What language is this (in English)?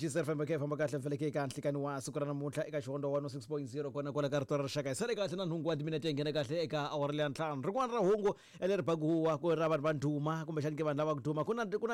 Tsonga